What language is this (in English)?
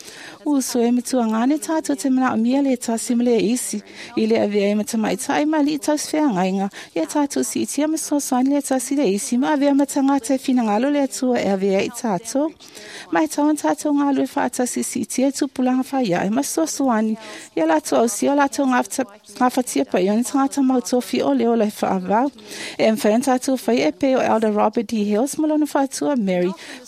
Samoan